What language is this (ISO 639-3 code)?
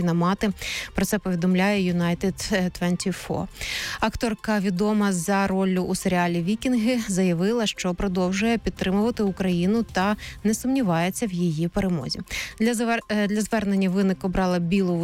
ukr